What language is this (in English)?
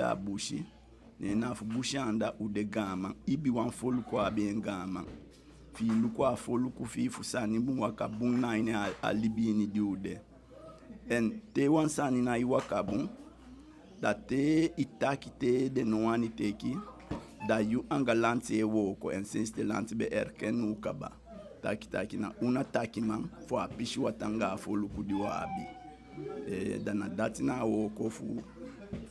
Eastern Maroon Creole